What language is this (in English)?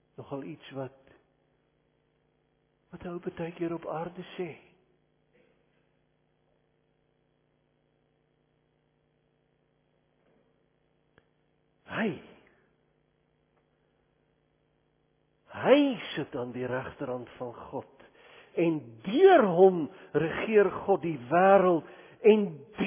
Afrikaans